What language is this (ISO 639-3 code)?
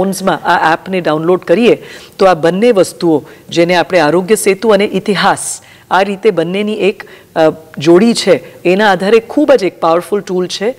guj